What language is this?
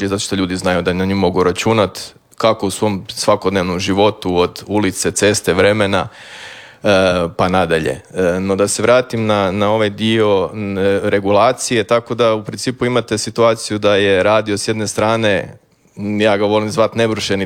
Croatian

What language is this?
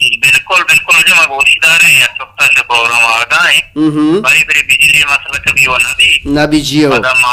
Baluchi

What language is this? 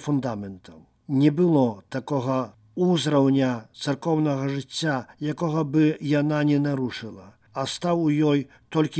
Belarusian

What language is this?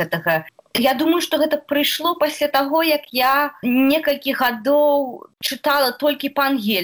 Belarusian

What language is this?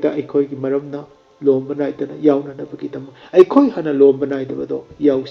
Manipuri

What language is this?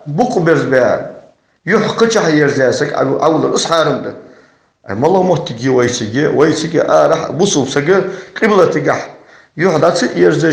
Ingush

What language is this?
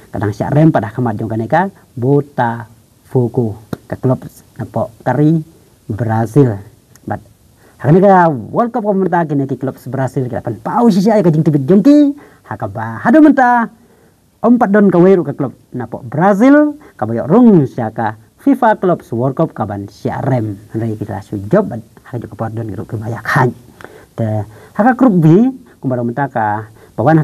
Khasi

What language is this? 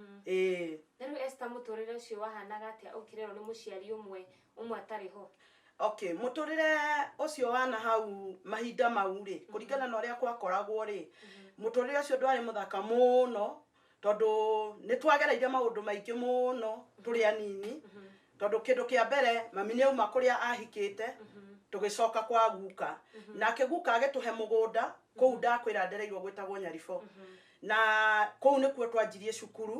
Kikuyu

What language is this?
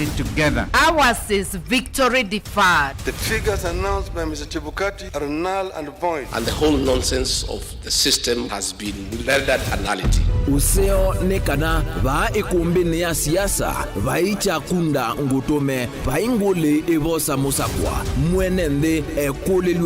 Kamba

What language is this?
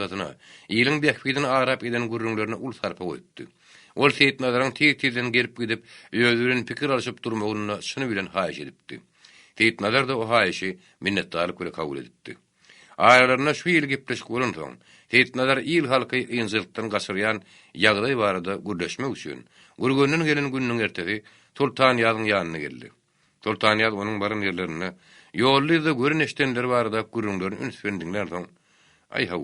Turkmen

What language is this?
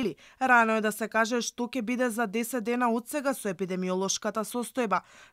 Macedonian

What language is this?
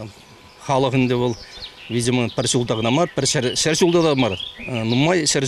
Chuvash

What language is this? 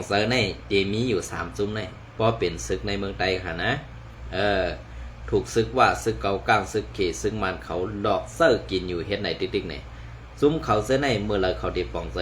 Shan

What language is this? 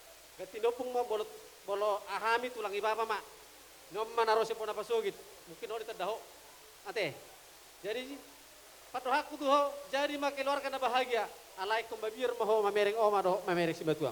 Batak Toba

